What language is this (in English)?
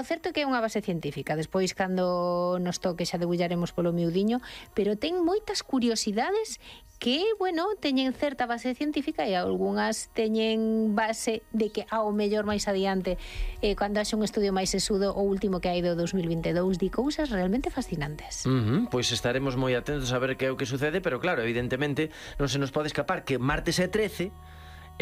Galician